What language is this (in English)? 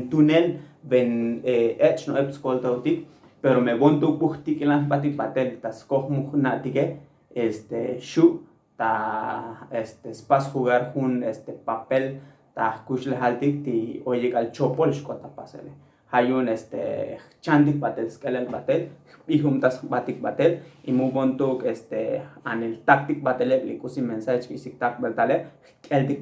Tzotzil